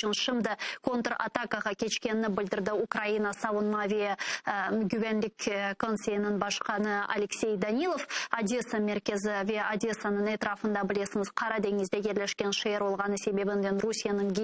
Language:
Crimean Tatar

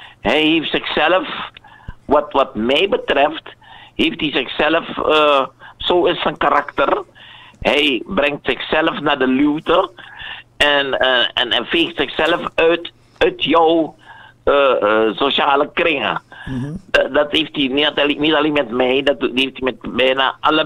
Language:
Dutch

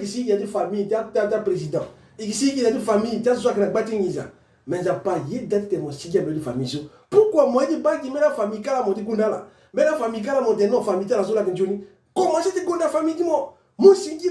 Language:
Sango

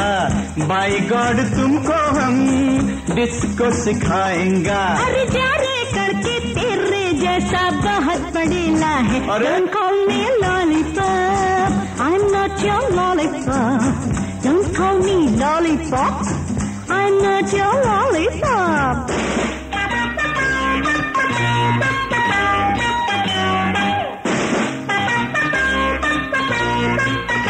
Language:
Hindi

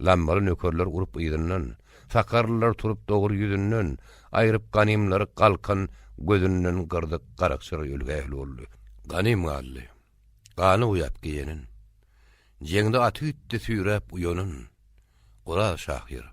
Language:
Turkmen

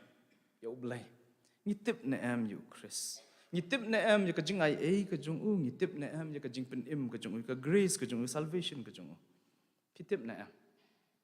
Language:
Khasi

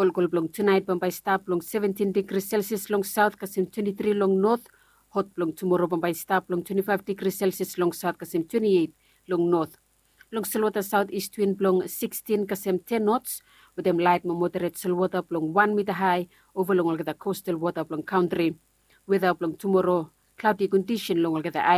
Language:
Bislama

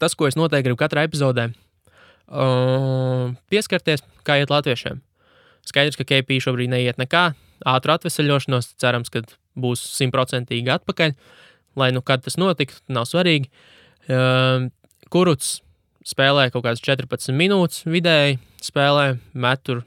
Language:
Latvian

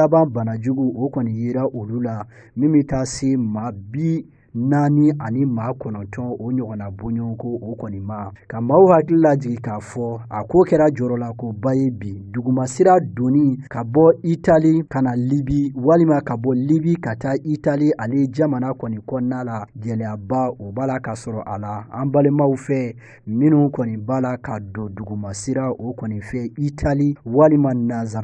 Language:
Bambara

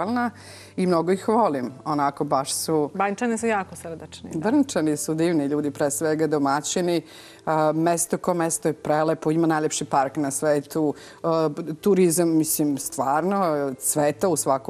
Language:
Serbian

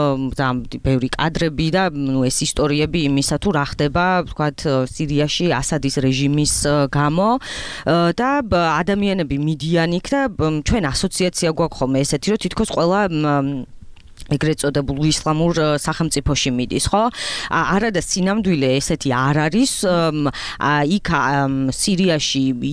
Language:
Georgian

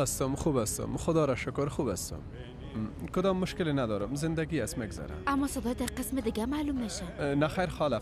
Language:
Persian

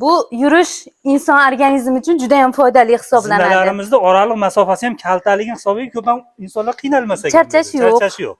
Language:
Uzbek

